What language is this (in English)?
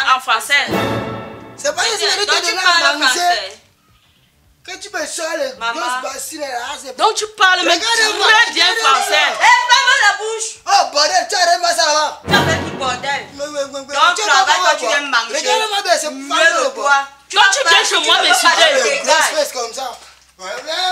French